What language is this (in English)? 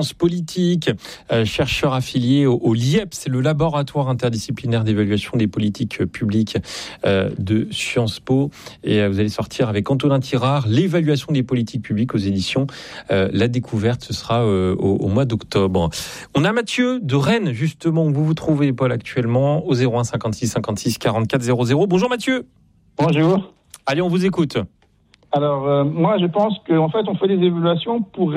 French